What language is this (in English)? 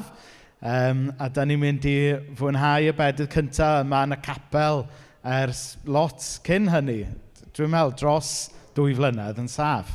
Welsh